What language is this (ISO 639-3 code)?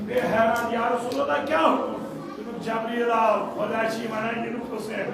kas